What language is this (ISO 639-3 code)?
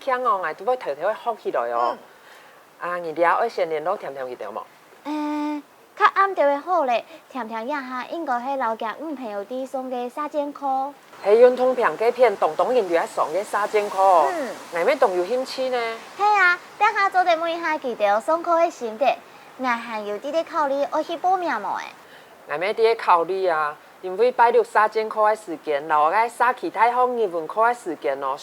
hak